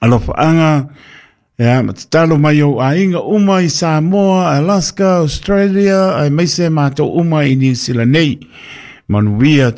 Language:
Samoan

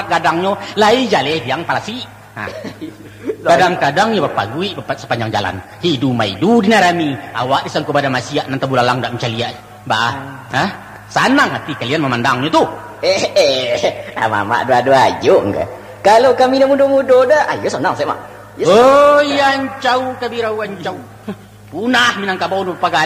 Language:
Minangkabau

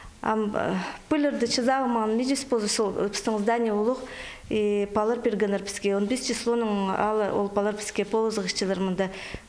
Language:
Khakas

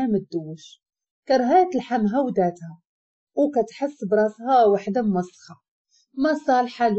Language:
Moroccan Arabic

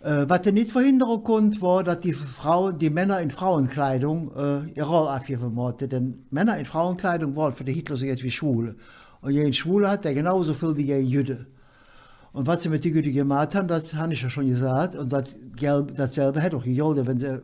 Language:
Colognian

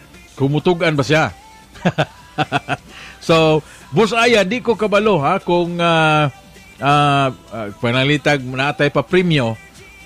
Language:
Cebuano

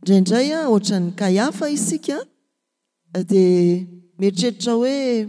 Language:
Malagasy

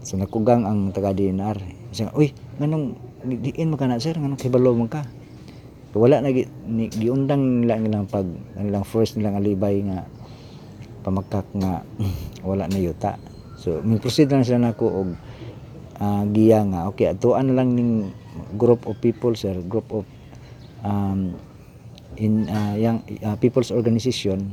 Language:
Cebuano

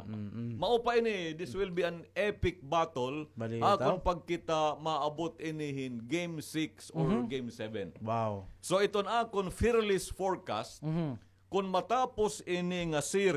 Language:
Waray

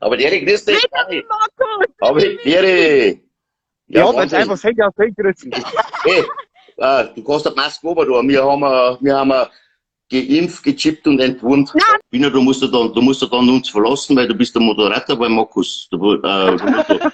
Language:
Bavarian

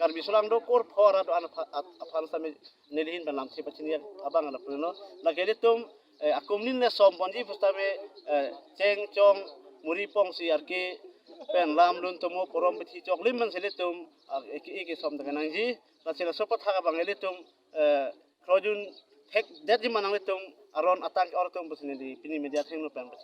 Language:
Karbi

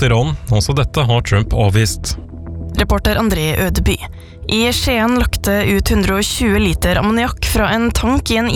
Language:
Norwegian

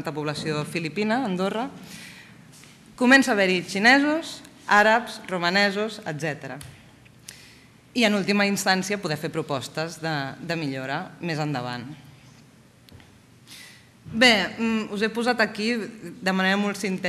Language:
Catalan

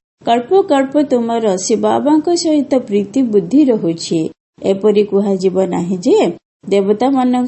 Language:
Odia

